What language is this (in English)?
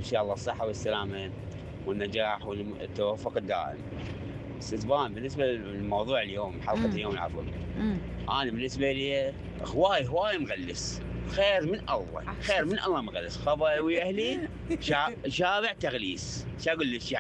Mesopotamian Arabic